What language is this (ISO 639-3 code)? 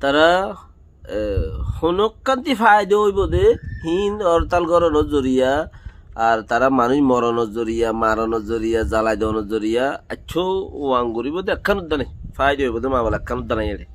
rhg